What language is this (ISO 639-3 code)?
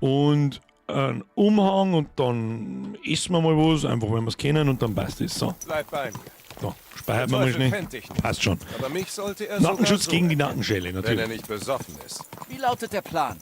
bar